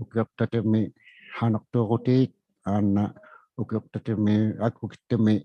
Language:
Inuktitut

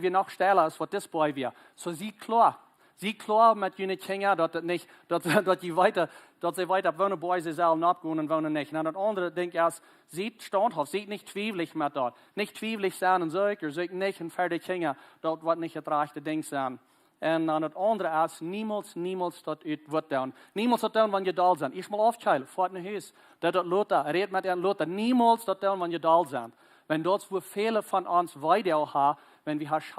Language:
Plautdietsch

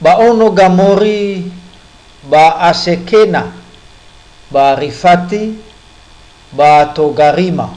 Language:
Nias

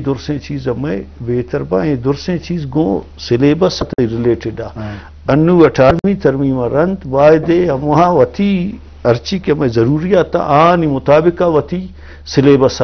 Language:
Eastern Balochi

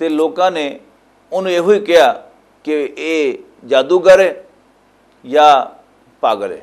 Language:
Western Panjabi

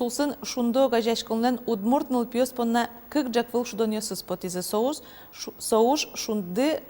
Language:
Udmurt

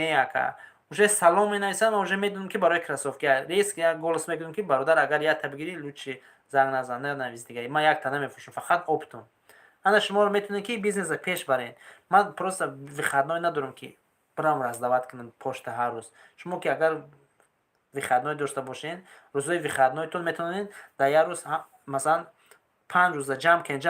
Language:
Tajik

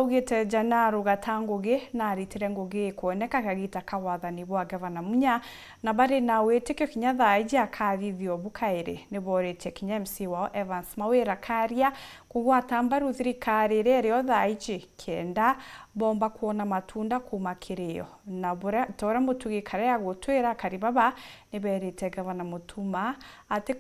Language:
Meru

